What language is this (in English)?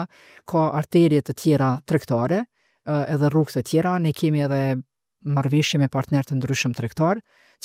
Albanian